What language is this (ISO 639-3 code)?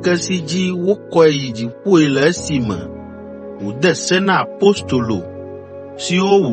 ewe